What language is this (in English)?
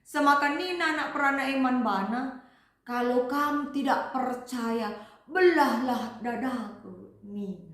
Batak Karo